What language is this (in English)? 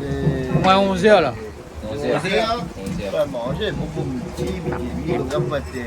Réunion Creole French